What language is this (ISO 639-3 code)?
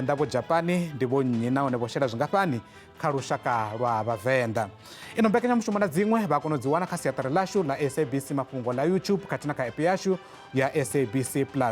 ven